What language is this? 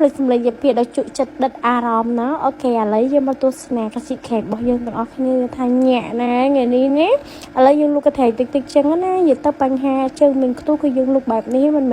Khmer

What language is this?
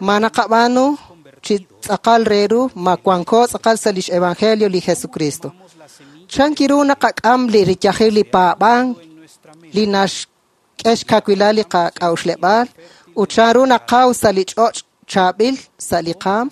Kekchí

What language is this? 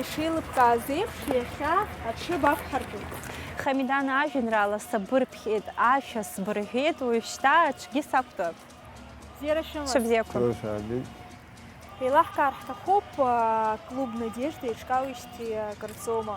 Abkhazian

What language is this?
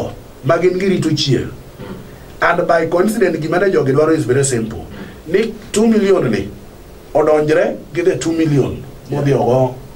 Luo (Kenya and Tanzania)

